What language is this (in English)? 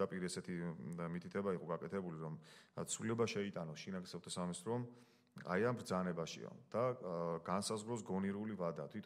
Georgian